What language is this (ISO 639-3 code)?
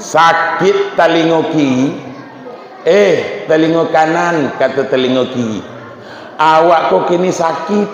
min